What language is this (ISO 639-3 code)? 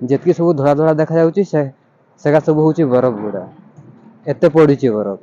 ori